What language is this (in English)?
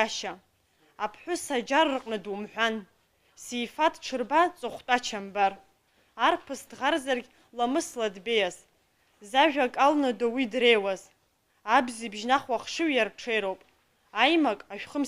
Abkhazian